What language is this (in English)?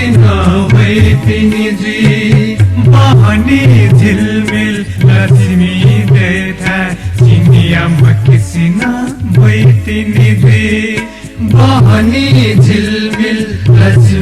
Newari